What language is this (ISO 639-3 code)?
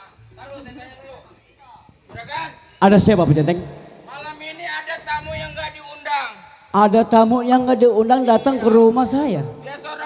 bew